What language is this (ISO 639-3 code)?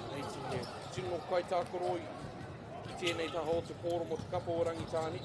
mri